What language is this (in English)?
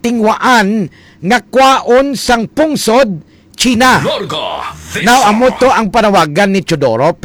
Hiligaynon